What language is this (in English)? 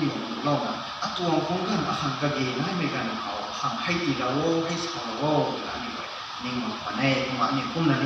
Rongmei Naga